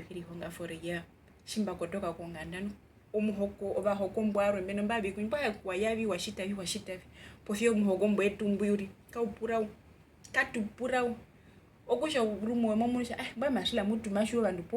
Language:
Herero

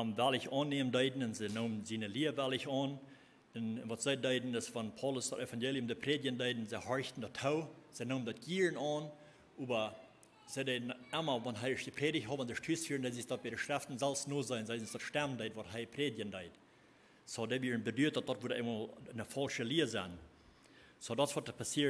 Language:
Plautdietsch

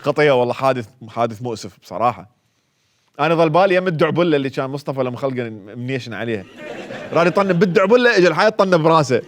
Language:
Mesopotamian Arabic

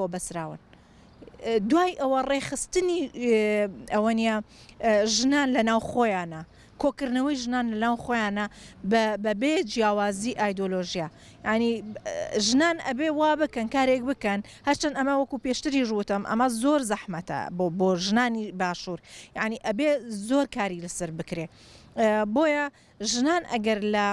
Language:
Central Kurdish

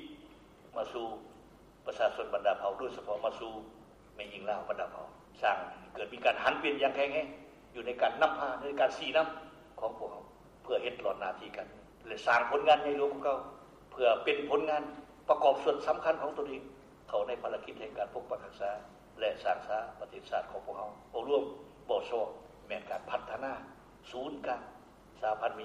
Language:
Lao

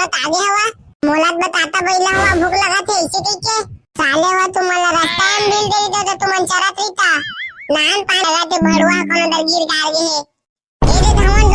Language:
Chhattisgarhi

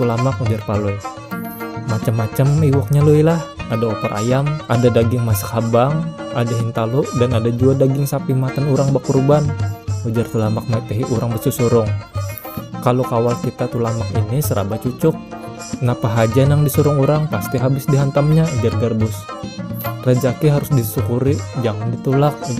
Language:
Banjar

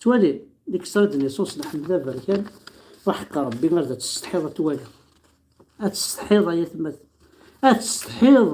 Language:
Kabyle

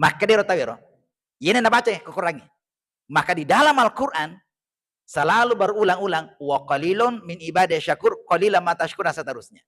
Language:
Buginese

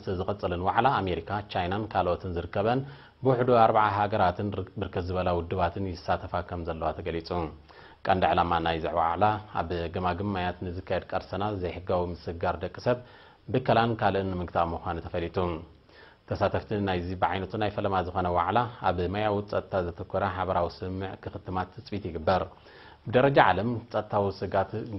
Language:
Tigrinya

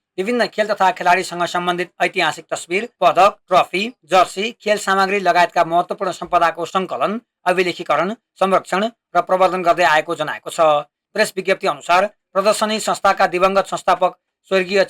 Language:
Nepali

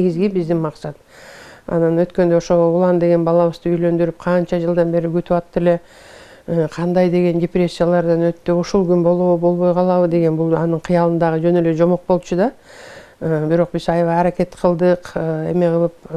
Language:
Kyrgyz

